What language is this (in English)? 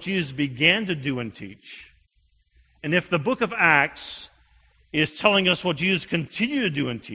English